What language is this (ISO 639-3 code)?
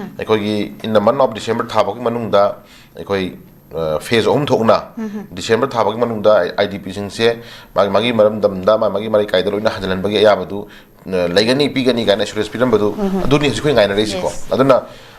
mni